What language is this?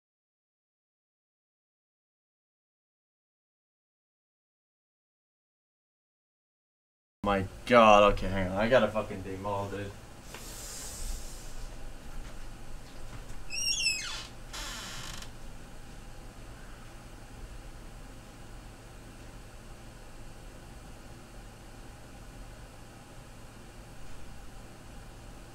English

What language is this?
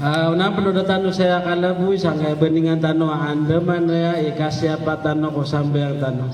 Maranao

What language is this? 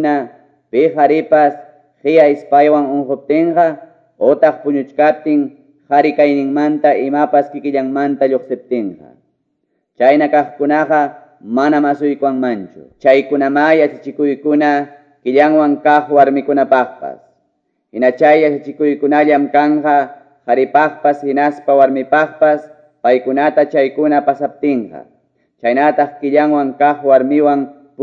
Ayacucho Quechua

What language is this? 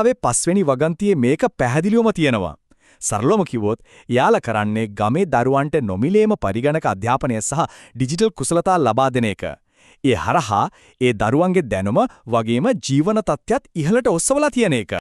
Sinhala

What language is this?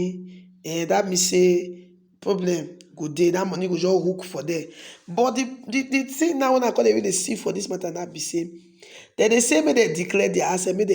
Nigerian Pidgin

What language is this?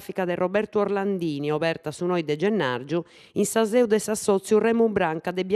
Sardinian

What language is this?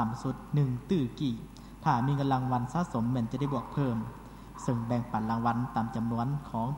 Lao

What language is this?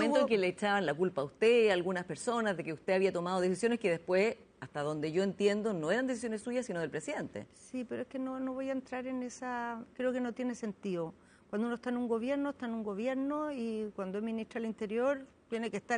Spanish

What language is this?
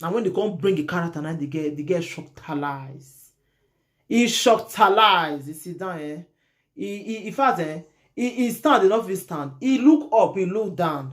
Nigerian Pidgin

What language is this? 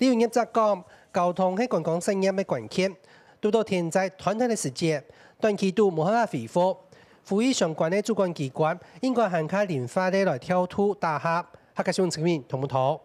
Hakka Chinese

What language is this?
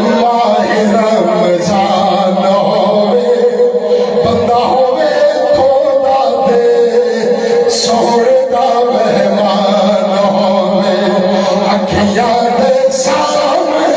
Saraiki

